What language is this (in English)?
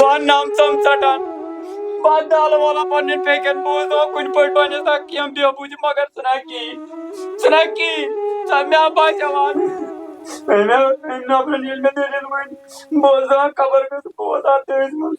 Kashmiri